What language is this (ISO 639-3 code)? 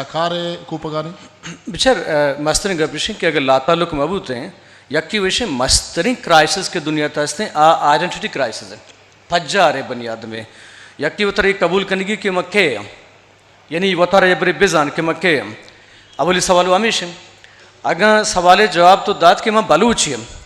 bgp